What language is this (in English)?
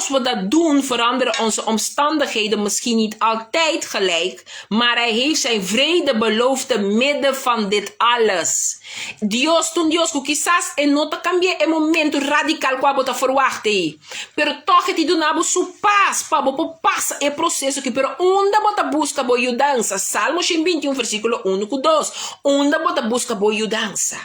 Papiamento